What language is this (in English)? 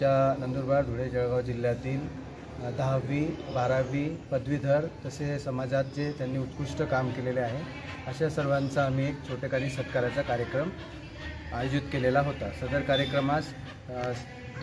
Marathi